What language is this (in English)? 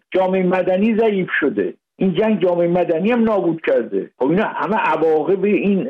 Persian